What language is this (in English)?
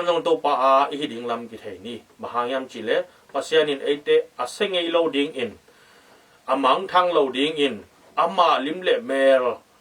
Tedim Chin